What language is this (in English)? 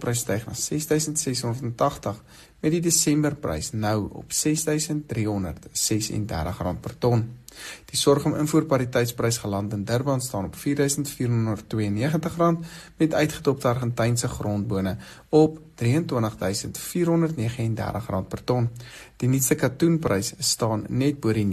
Afrikaans